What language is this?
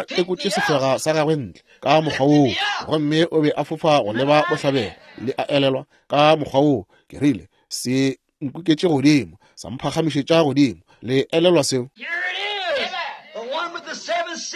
Northern Sotho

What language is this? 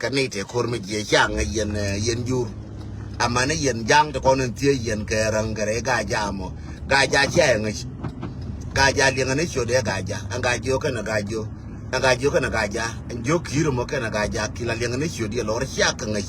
Nuer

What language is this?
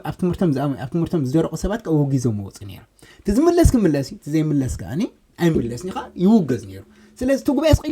Tigrinya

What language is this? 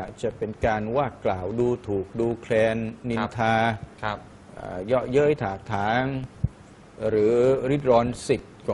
Thai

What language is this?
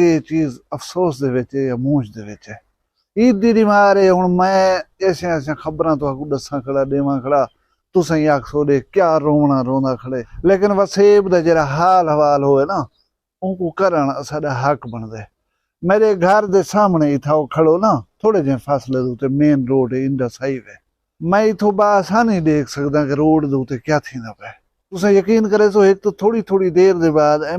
Saraiki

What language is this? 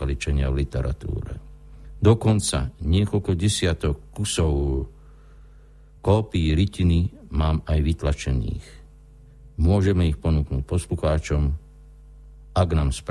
Slovak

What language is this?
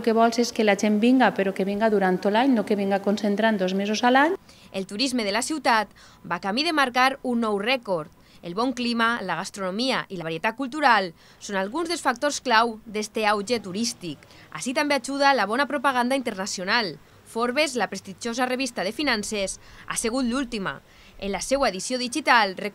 Catalan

